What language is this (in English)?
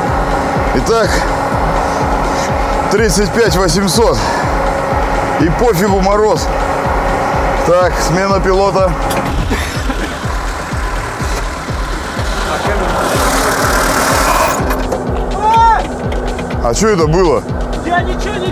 Russian